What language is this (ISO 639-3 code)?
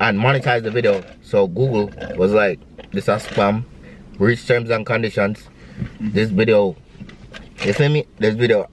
jam